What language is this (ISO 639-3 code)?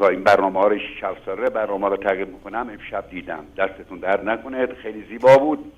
fas